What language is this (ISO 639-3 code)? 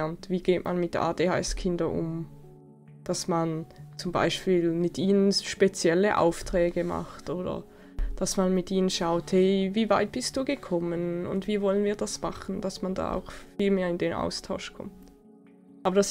gsw